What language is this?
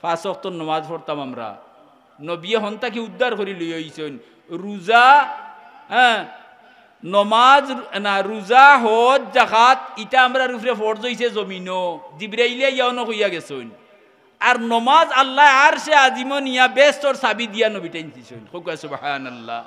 Sylheti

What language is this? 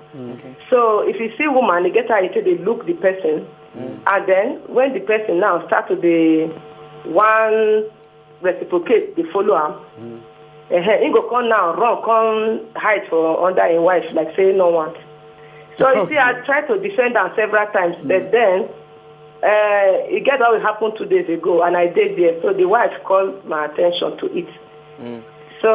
Nigerian Pidgin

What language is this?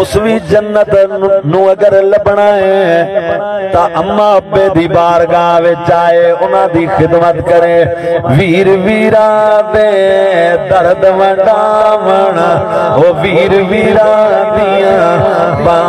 Saraiki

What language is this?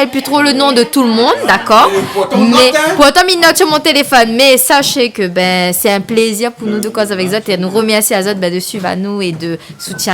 Réunion Creole French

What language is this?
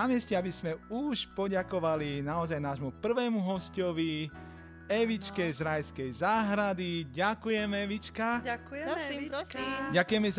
Slovak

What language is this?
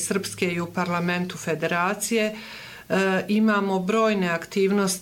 Bosnian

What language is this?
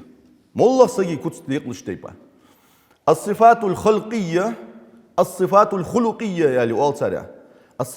Ingush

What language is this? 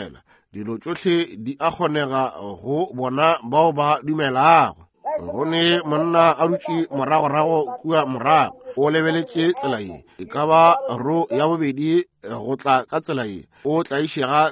Northern Sotho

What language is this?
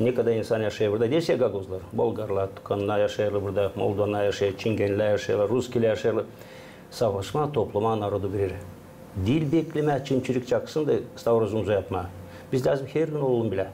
Gagauz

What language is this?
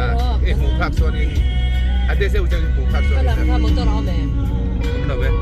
Mizo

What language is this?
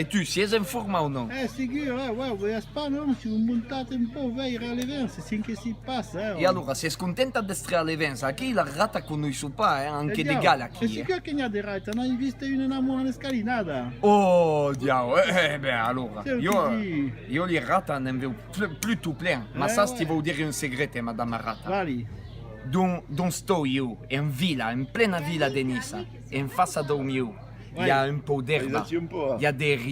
Occitan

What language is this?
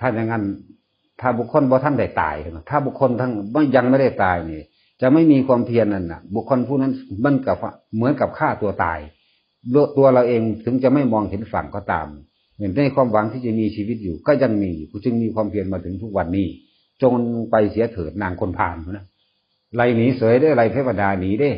Northeastern Thai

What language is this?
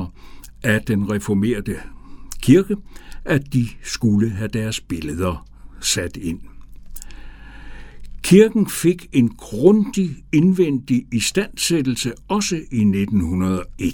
Danish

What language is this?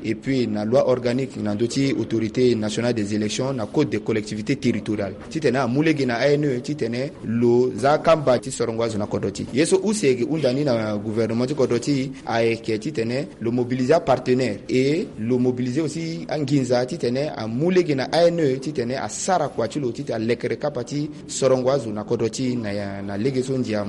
Sango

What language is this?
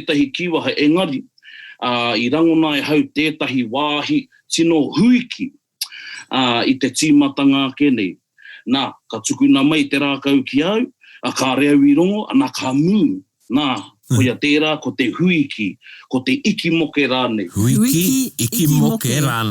Māori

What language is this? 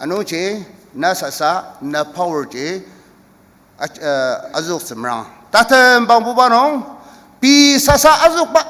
Ao Naga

